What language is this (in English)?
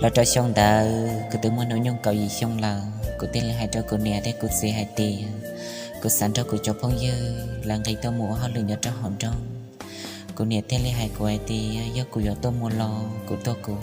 Hmong